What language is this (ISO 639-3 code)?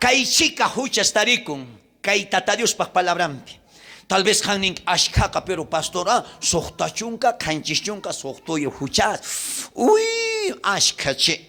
quh